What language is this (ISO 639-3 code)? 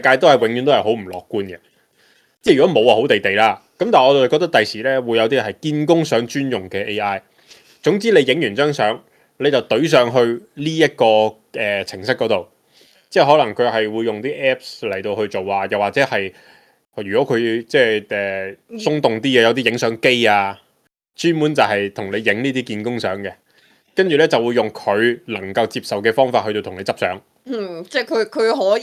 yue